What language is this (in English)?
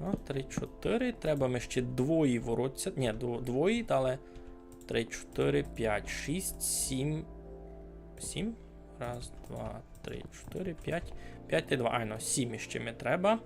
Rusyn